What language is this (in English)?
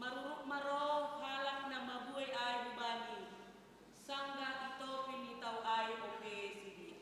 Batak Simalungun